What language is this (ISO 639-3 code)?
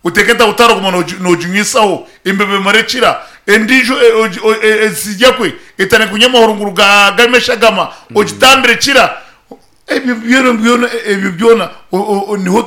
nyn